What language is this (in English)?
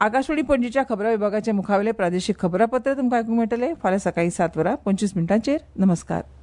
Konkani